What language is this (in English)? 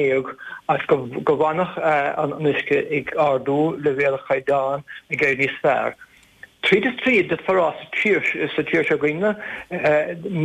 Irish